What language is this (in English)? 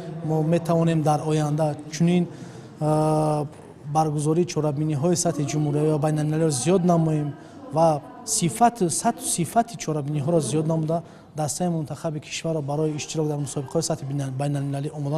Tajik